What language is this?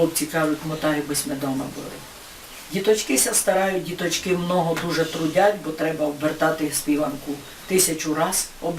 Rusyn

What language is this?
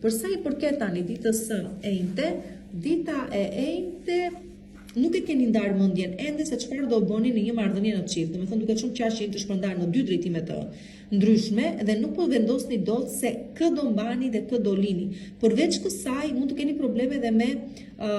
Albanian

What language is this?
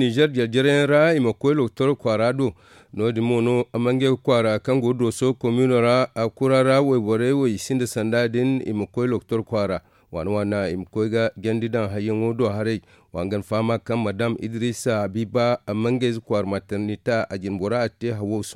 Zarma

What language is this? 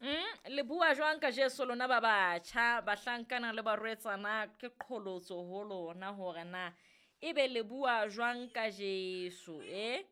Southern Sotho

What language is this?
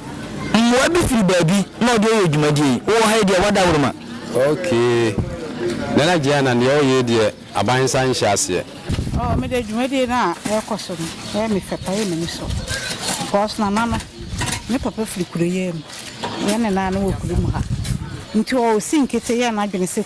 Akan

